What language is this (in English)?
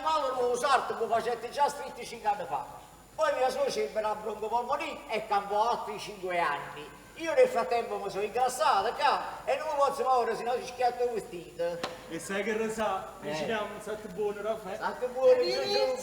Neapolitan